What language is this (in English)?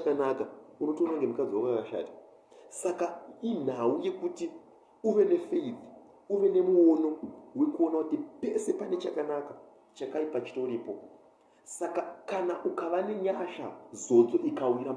Shona